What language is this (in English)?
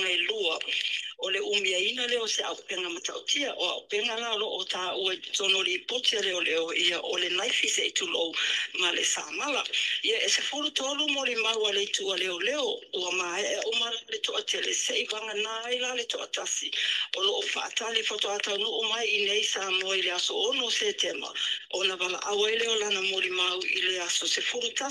Samoan